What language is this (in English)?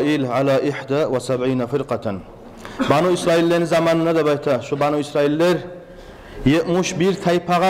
Kumyk